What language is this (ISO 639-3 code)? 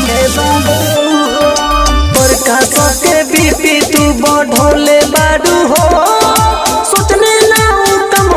bho